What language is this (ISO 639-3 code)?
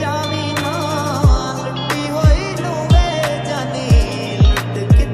pan